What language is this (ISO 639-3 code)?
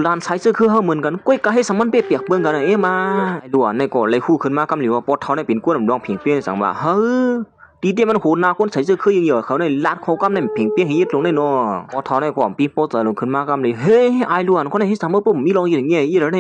shn